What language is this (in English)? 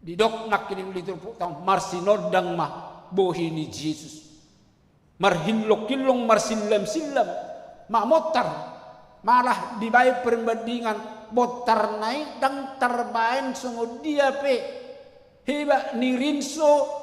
Batak Toba